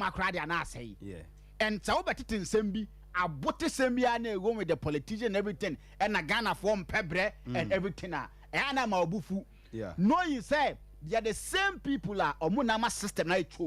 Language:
Akan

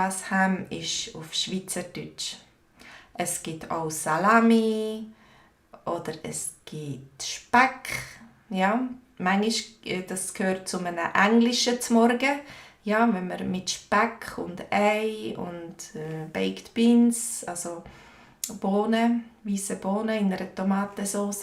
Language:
Swiss German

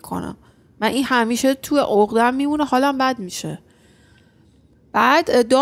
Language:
Persian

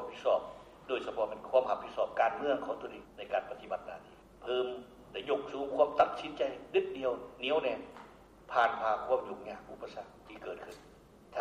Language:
Lao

